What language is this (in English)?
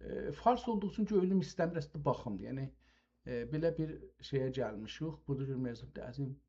South Azerbaijani